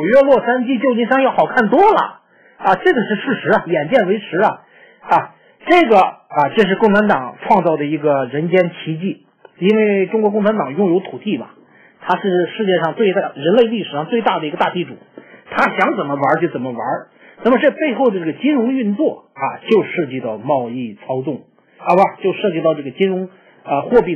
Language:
Chinese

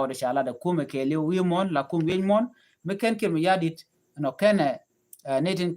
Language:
Nuer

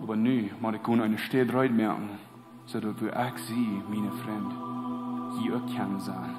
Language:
Plautdietsch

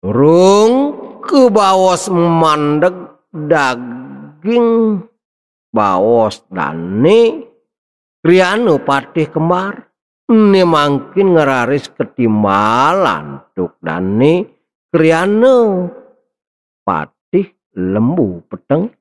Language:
Balinese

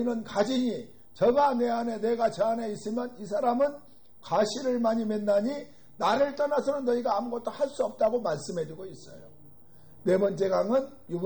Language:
Korean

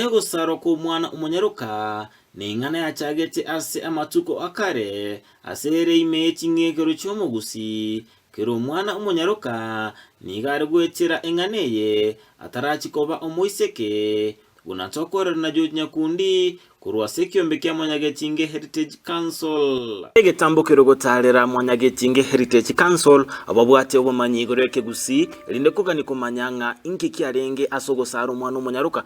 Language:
Gusii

